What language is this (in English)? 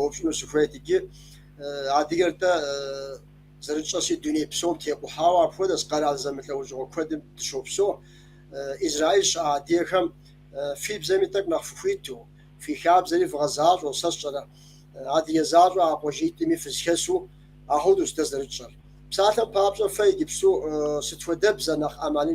Kabardian